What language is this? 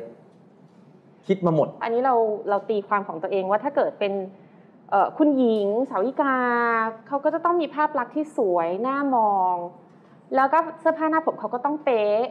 Thai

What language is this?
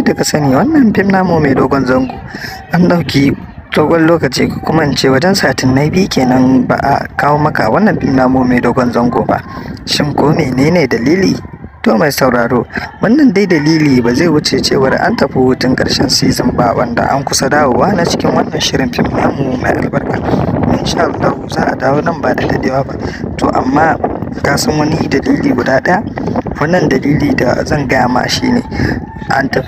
Hausa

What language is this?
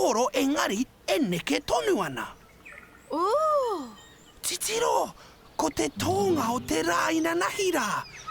Māori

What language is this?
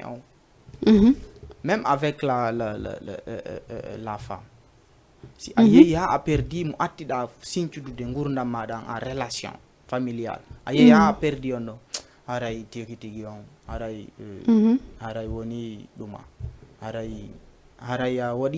Fula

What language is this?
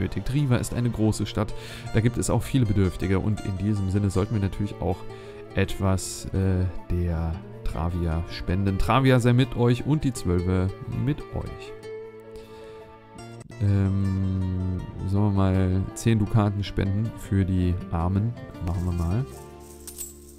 German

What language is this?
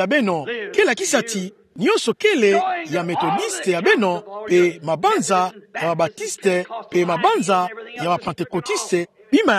Kituba (Democratic Republic of Congo)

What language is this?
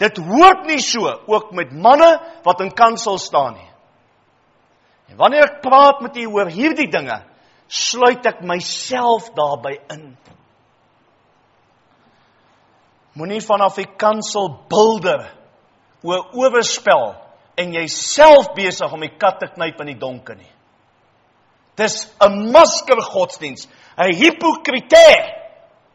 Afrikaans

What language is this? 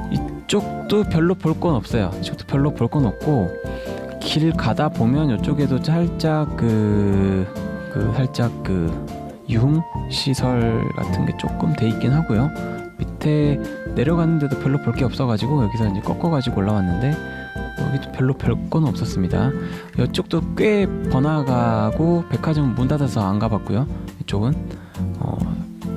Korean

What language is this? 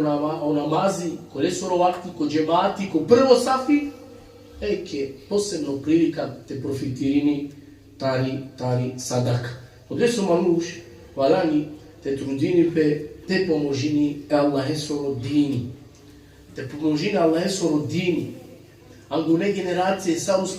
Balkan Romani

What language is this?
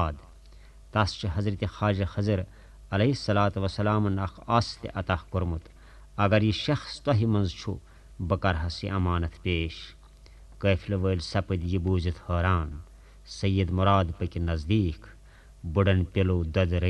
Kashmiri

